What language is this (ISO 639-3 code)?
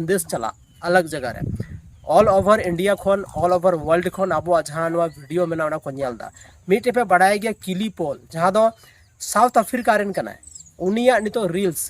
sat